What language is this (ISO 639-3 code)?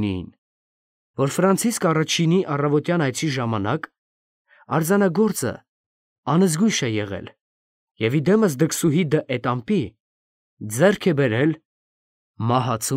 hye